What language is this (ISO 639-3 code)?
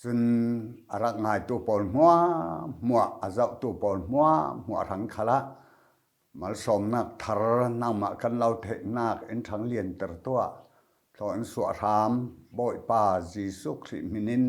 cfm